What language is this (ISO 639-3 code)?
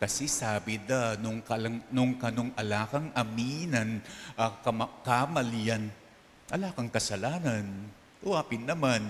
pam